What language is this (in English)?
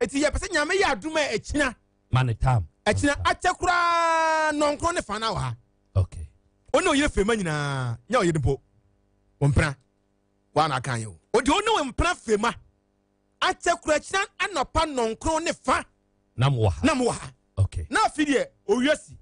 Akan